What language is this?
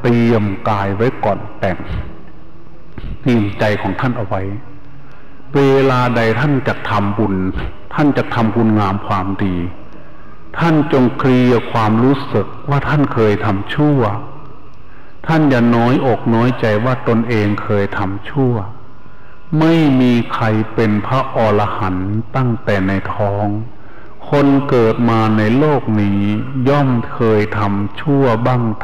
Thai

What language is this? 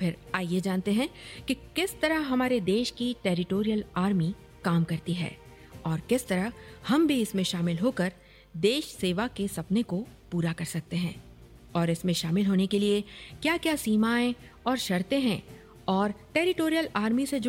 Hindi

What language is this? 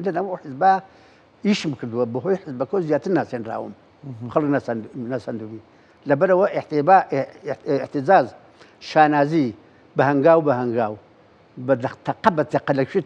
Central Kurdish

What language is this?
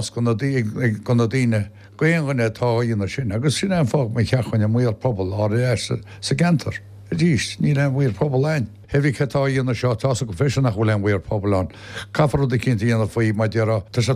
Irish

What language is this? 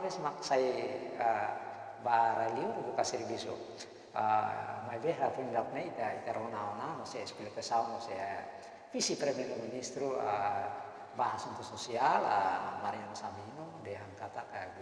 Tetum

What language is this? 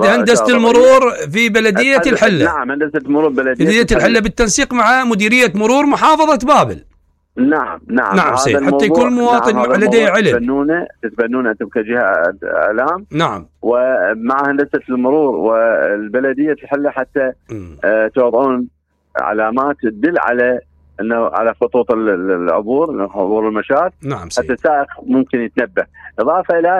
Mesopotamian Arabic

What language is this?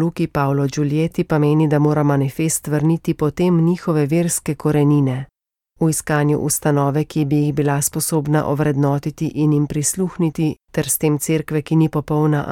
Slovenian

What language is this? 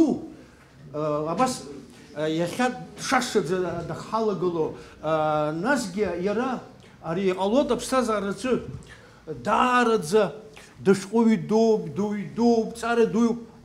Abkhazian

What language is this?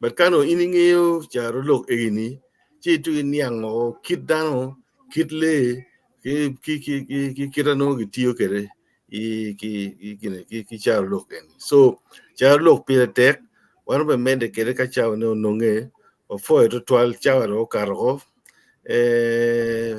Acoli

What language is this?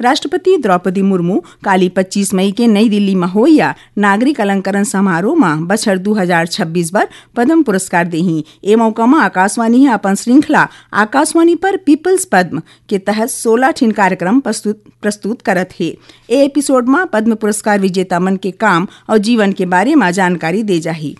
Chhattisgarhi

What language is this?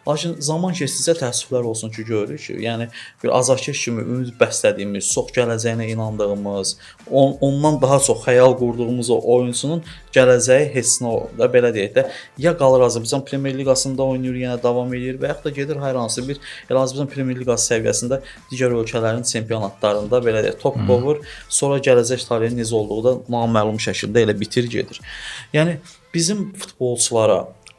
Azerbaijani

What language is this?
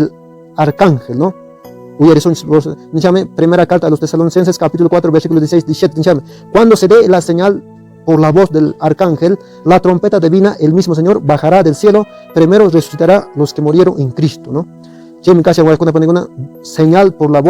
Quechua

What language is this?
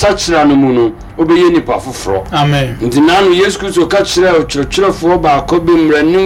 Akan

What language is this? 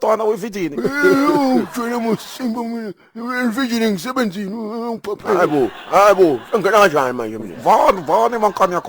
Zulu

